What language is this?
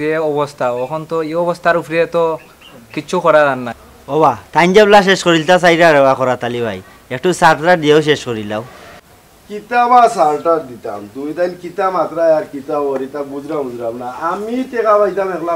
Sylheti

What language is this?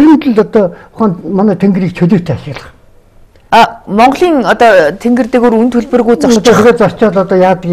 Mongolian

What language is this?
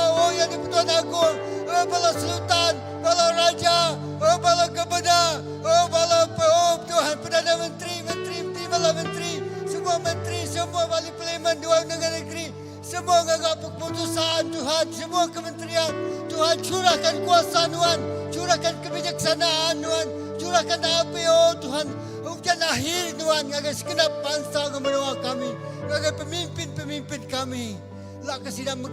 Iban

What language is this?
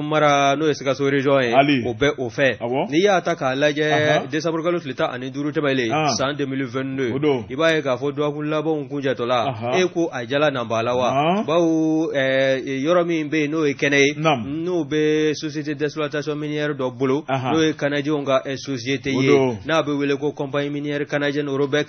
Bambara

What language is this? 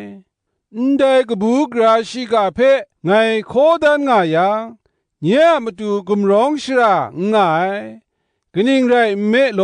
Kachin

